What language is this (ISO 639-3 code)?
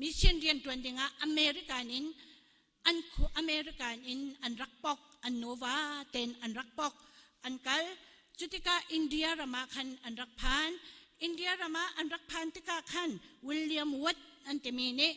cnh